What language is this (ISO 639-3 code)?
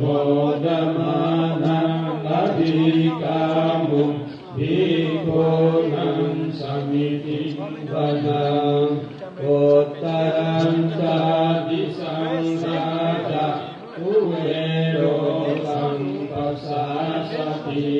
pli